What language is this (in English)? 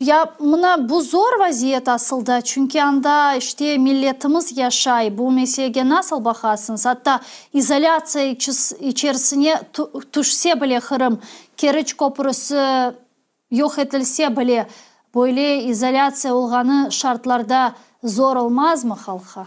Crimean Tatar